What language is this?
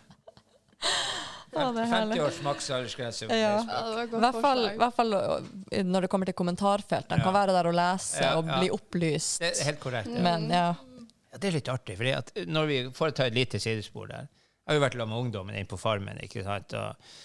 Norwegian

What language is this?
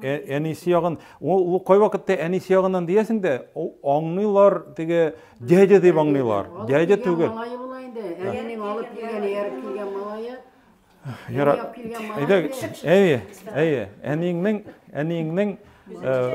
Tatar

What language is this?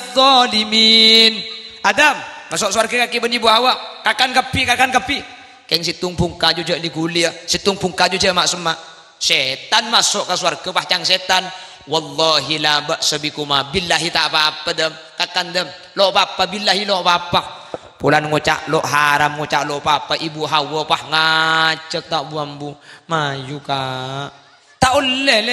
Madurese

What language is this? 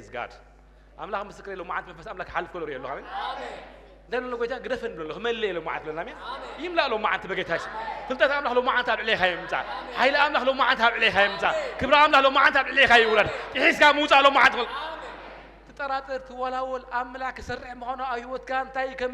Tigrinya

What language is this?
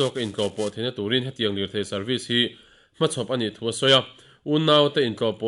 Mizo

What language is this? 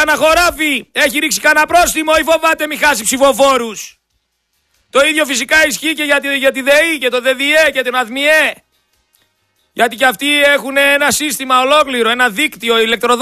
Greek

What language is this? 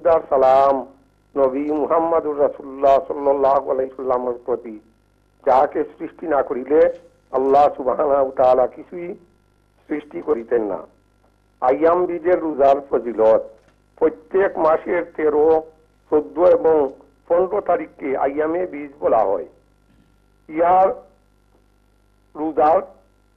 Bangla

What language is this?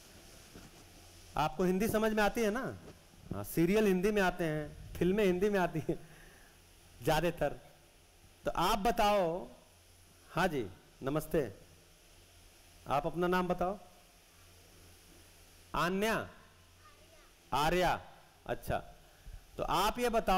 Hindi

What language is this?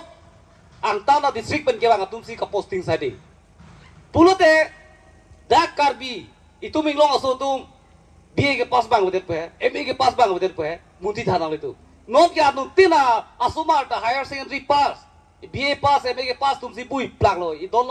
Karbi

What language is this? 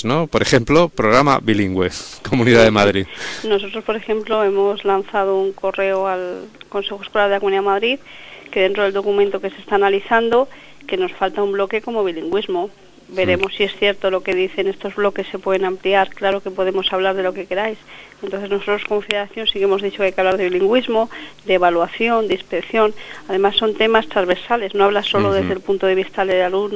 Spanish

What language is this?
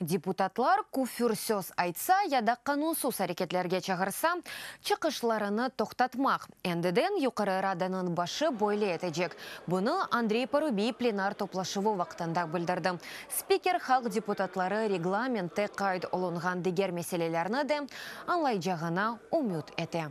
Crimean Tatar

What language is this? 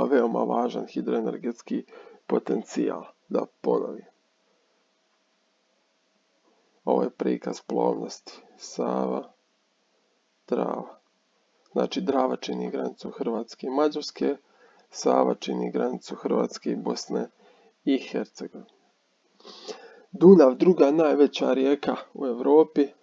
Croatian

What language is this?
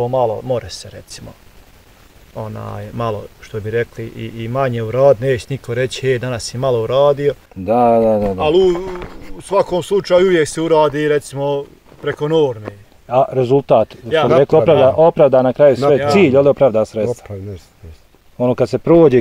Bosnian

